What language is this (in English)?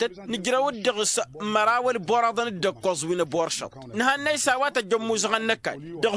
Tamasheq